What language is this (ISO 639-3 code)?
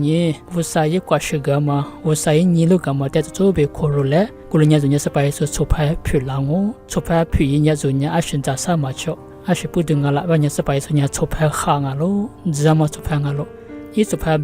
lis